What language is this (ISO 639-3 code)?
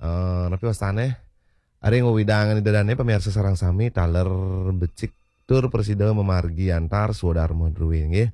ban